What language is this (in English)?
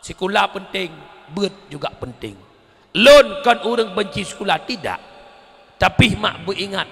Achinese